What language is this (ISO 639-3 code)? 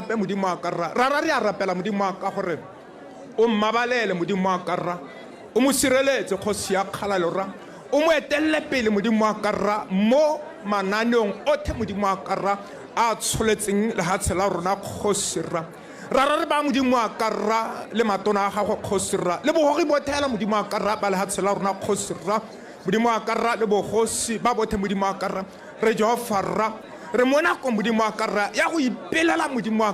tsn